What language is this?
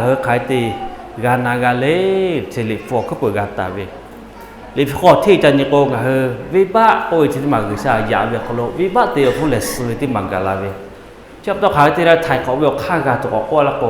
Lahu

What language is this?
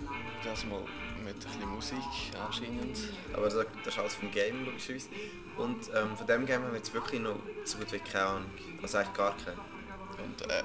Swiss German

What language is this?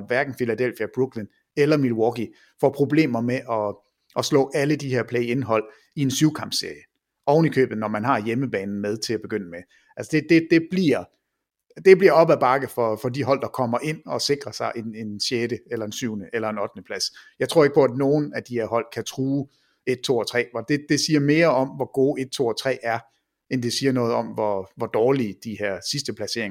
Danish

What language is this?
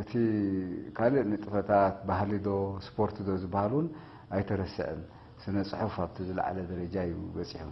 Tigrinya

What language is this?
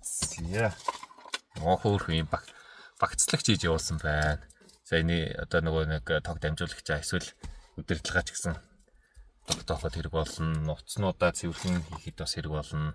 Mongolian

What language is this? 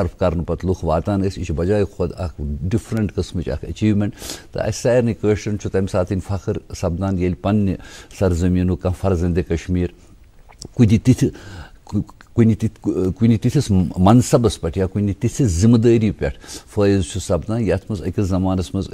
Kashmiri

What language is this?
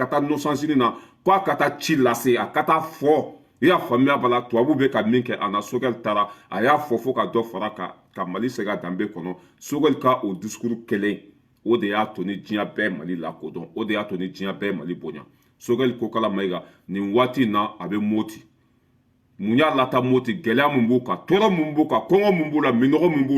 Bambara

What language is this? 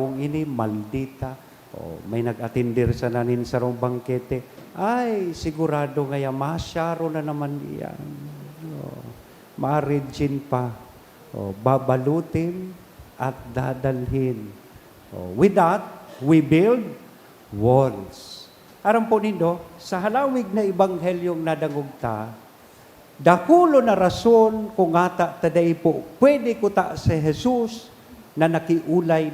Bikol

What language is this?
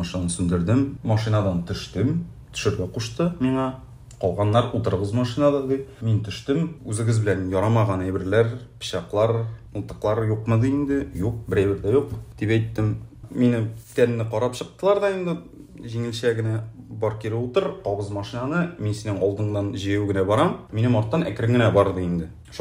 Tatar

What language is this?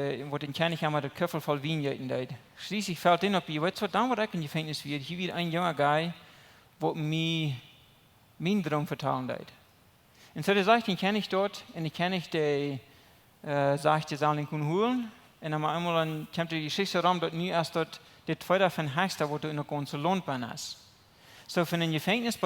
Plautdietsch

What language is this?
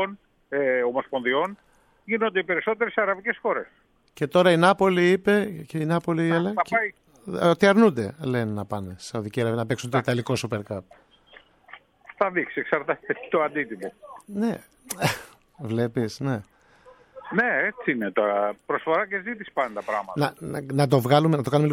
Greek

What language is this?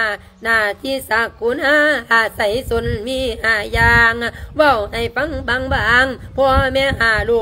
Lao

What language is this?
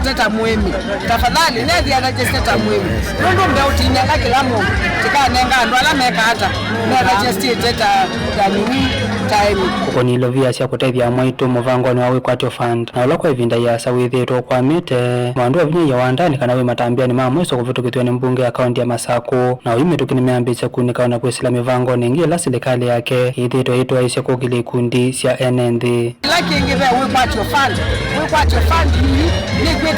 Kamba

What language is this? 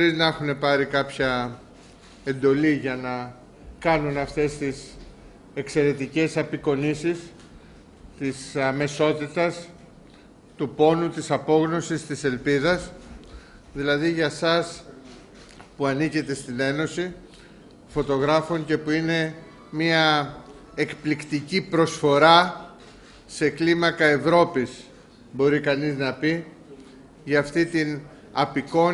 Greek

